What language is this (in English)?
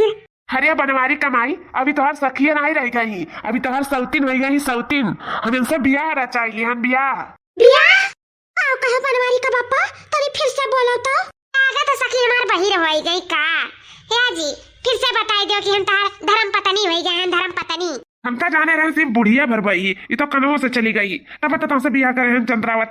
Awadhi